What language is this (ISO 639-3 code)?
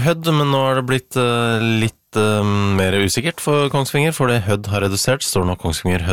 nor